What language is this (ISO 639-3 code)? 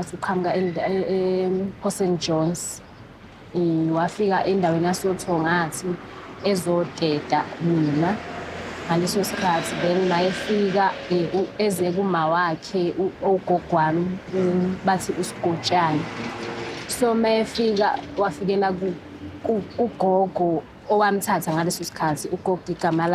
zul